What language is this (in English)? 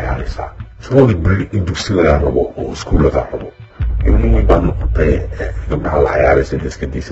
Somali